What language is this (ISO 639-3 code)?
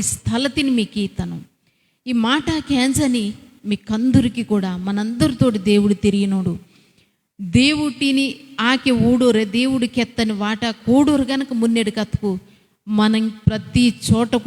kff